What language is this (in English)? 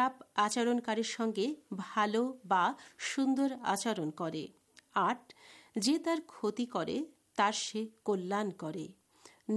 Bangla